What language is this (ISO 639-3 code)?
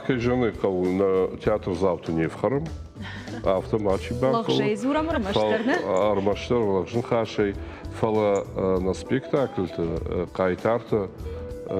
oss